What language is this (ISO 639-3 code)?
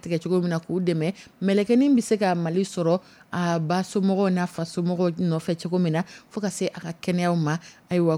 dyu